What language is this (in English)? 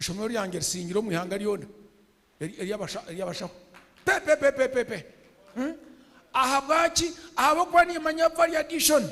Nyankole